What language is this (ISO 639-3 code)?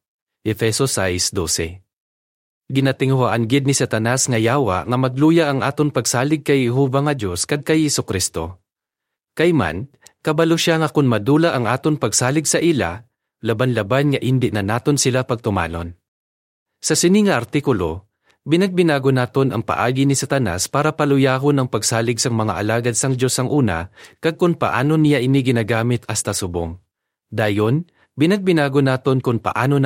hil